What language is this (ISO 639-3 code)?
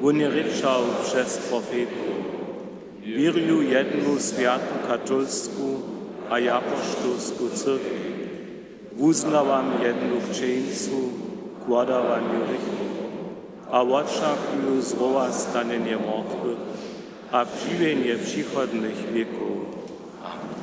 hsb